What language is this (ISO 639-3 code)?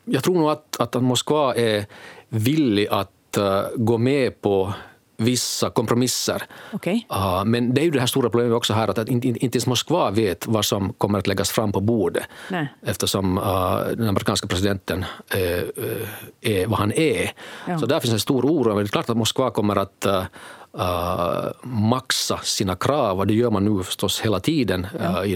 swe